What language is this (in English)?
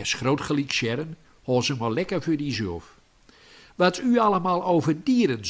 Gronings